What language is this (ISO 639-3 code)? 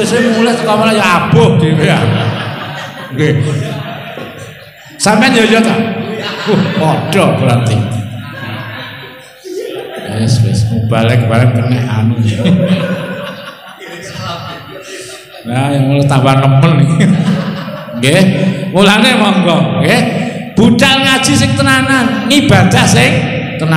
jav